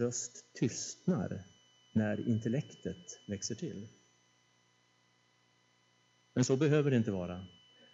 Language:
Swedish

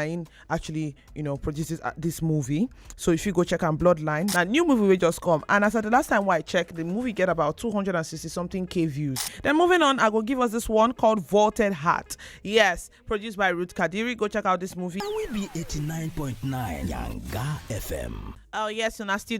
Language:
Nigerian Pidgin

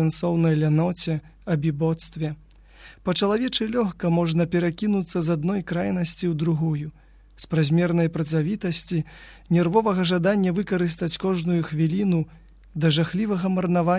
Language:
Belarusian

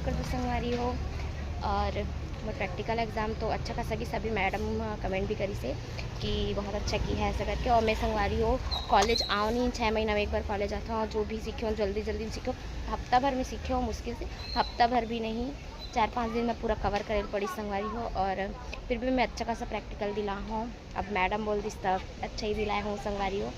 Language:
Chhattisgarhi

